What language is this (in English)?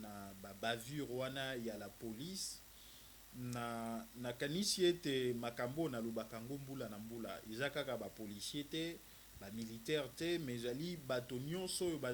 Lingala